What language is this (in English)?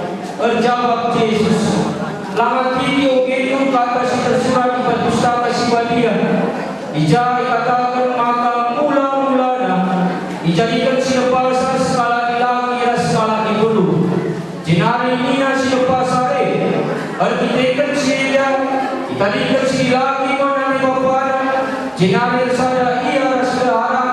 Batak Karo